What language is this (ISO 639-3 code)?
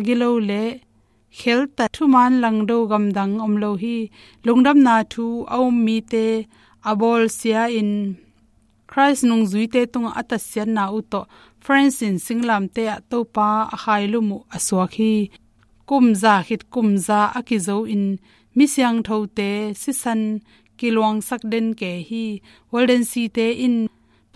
ctd